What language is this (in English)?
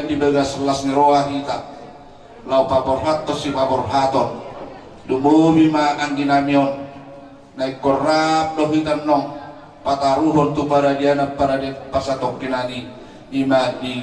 Batak Toba